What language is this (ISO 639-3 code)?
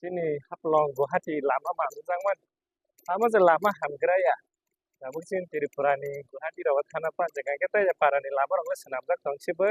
trp